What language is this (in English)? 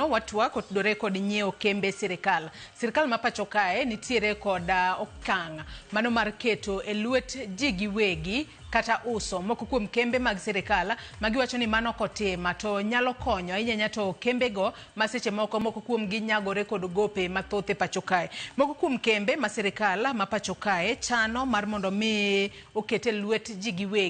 Luo (Kenya and Tanzania)